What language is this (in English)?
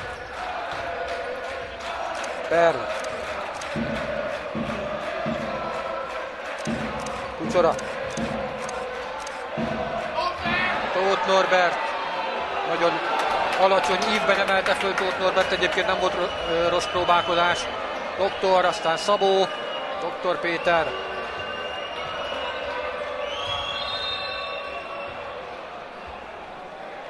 Hungarian